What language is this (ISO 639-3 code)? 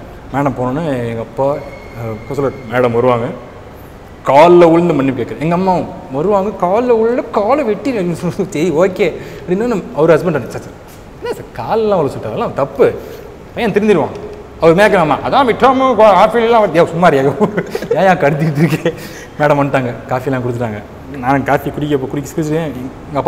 tam